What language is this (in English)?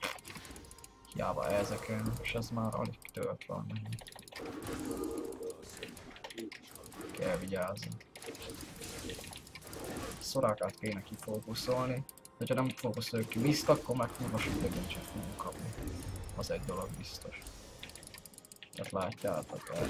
Hungarian